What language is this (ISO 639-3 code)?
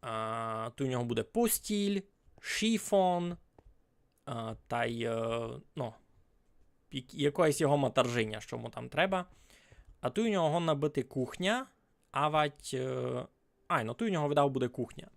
rue